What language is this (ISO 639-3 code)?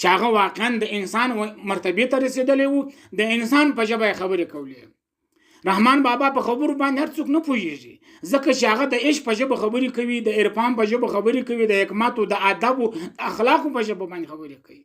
pus